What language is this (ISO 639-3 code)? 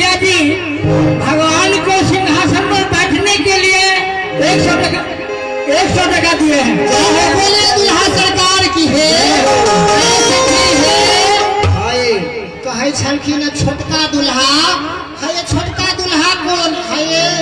mai